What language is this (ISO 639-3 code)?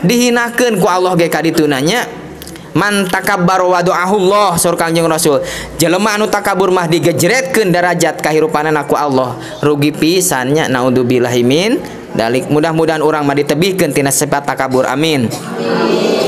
sun